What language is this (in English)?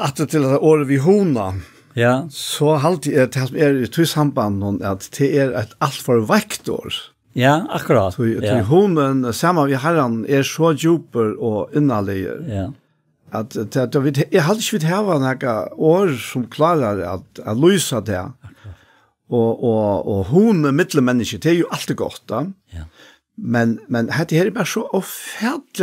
Faroese